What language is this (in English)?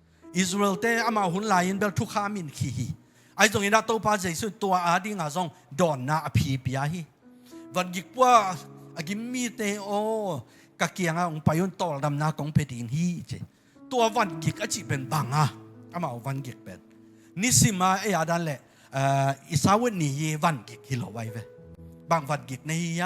Tedim Chin